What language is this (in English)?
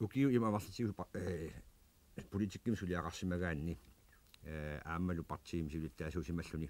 Kalaallisut